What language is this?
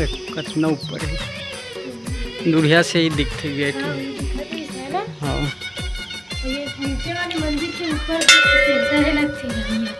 Chhattisgarhi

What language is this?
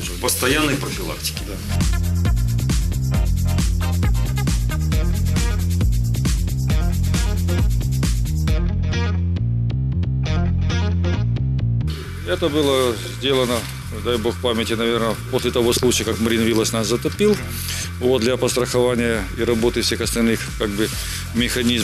Russian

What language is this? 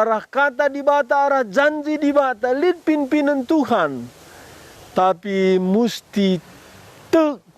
Batak Karo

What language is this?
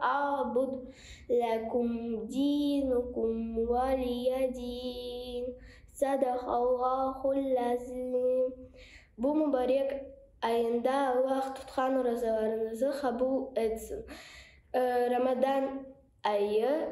Crimean Tatar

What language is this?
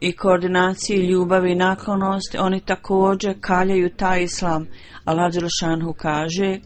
Bosnian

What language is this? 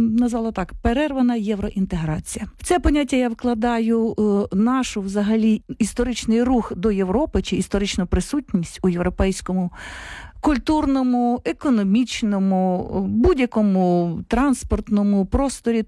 Ukrainian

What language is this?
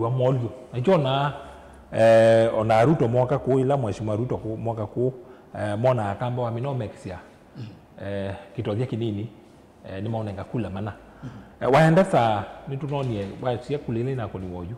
Kamba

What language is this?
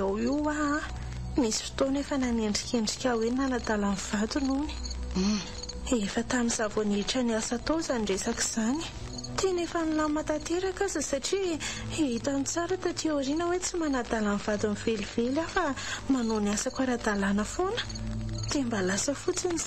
Malagasy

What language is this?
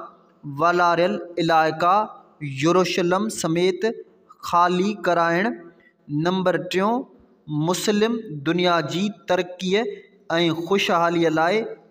Sindhi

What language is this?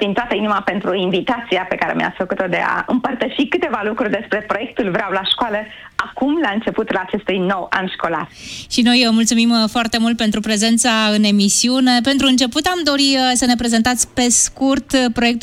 Romanian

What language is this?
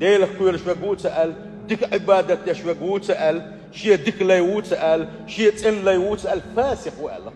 Chechen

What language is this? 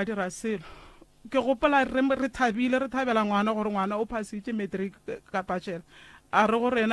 Northern Sotho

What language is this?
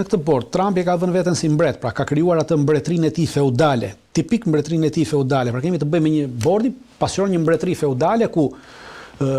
Albanian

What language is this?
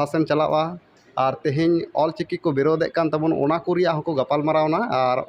Santali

